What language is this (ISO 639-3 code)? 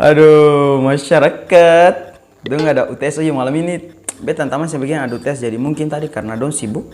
abs